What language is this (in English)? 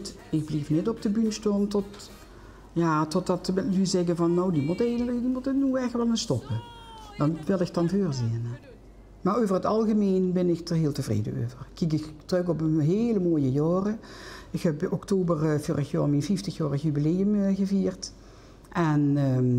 Limburgish